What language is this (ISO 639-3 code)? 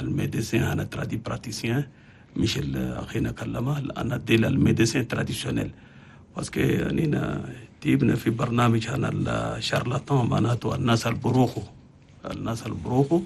shu